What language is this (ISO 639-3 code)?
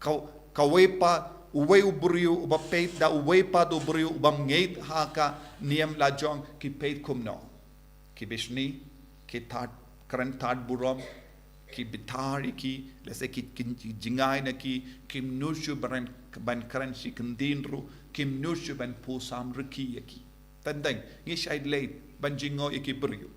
kha